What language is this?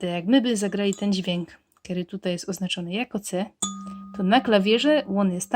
Silesian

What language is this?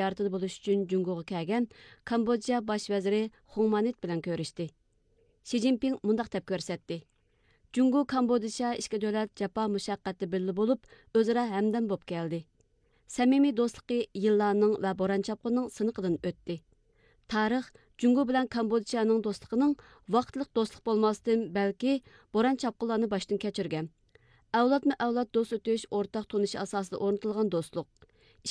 Uyghur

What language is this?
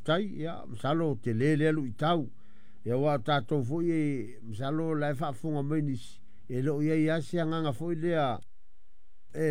Samoan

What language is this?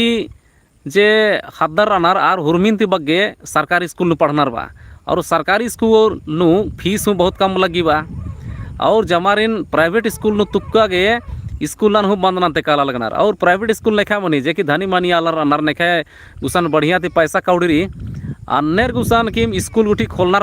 Kurukh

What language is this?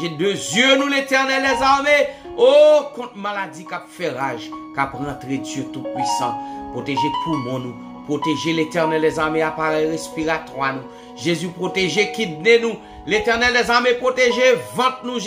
Haitian Creole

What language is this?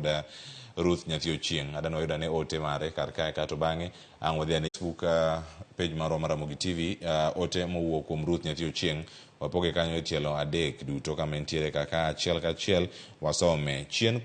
Luo (Kenya and Tanzania)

